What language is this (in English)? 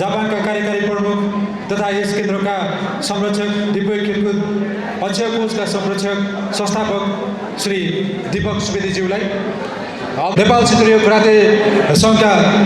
Nepali